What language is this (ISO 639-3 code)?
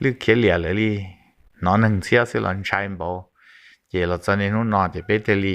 hmn